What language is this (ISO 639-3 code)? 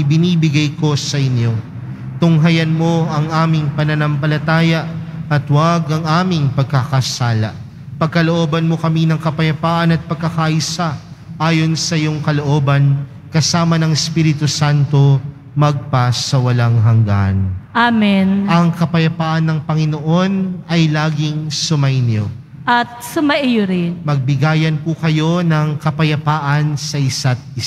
fil